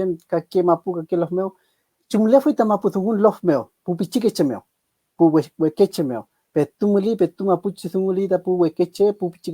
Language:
Mapuche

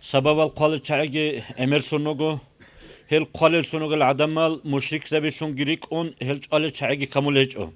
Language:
Avaric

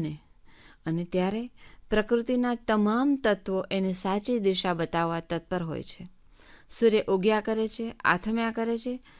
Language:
Gujarati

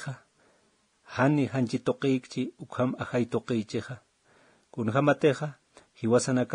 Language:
Aymara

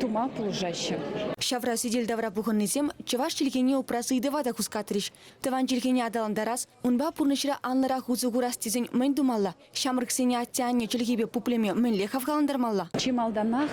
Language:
Chuvash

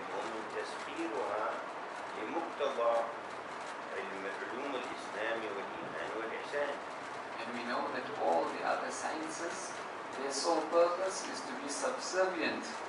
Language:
Arabic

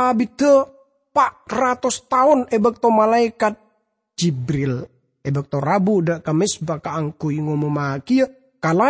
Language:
Madurese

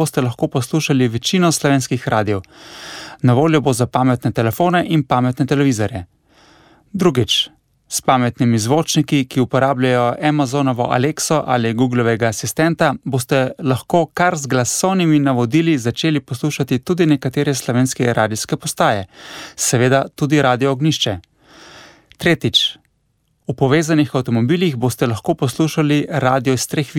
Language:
Slovenian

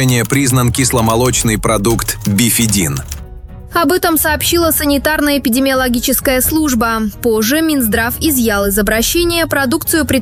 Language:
Russian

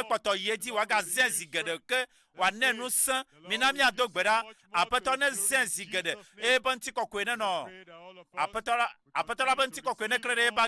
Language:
Ewe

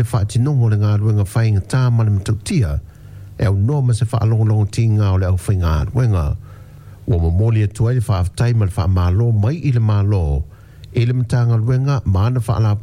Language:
Samoan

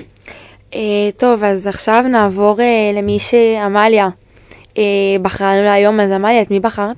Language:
Hebrew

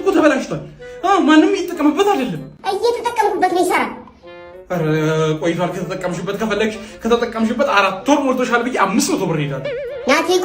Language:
Amharic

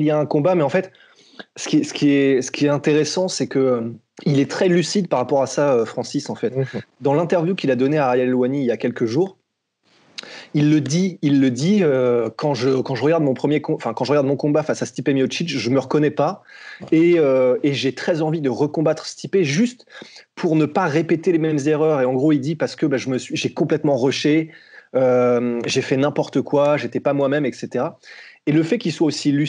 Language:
French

